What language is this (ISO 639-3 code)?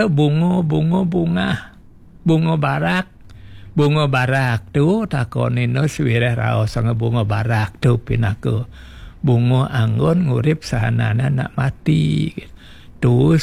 ban